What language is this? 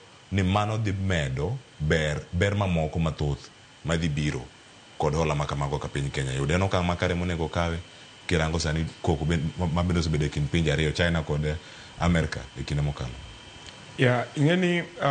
Luo (Kenya and Tanzania)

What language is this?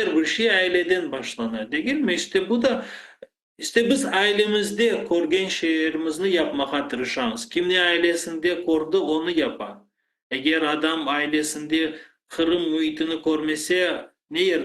Crimean Tatar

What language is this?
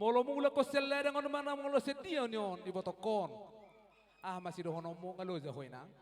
Batak Simalungun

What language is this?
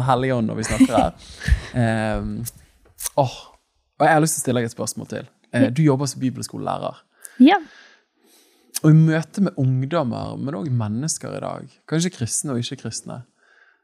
Norwegian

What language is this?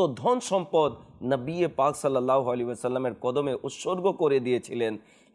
Bangla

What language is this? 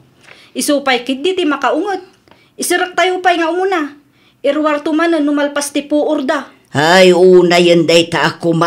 Iloko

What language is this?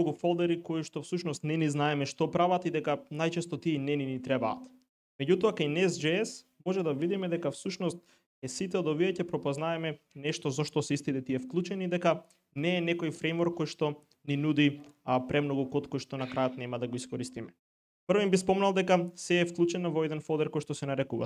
Macedonian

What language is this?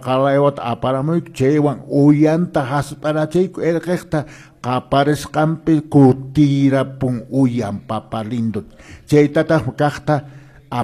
Quechua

